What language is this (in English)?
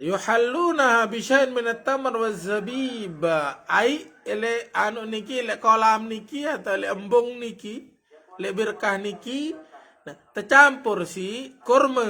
Sasak